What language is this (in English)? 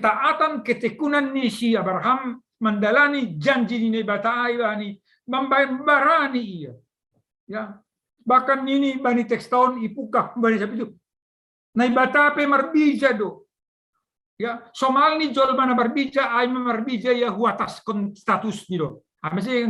Batak Simalungun